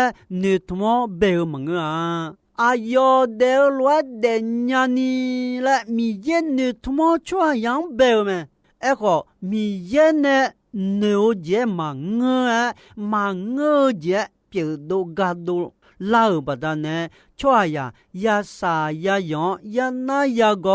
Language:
Akha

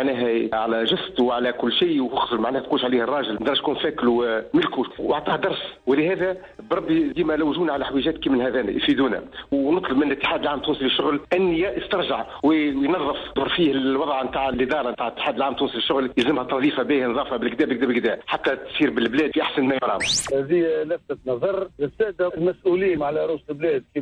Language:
Tunisian Arabic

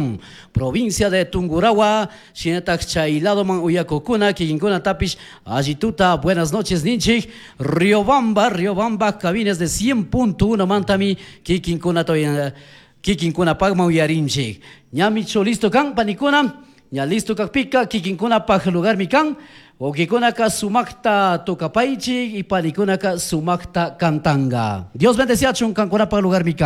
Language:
Chimborazo Highland Quichua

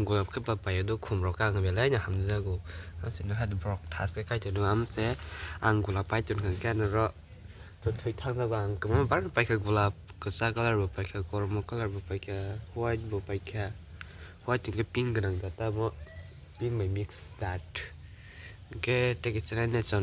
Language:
Kok Borok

